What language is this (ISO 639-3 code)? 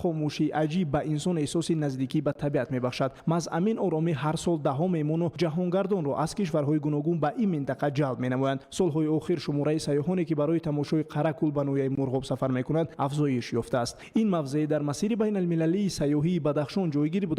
tgk